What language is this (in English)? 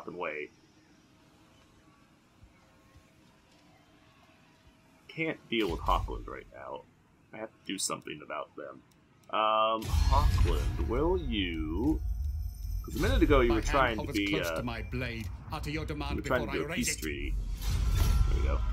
English